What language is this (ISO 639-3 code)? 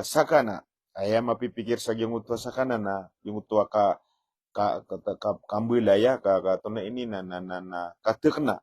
mrw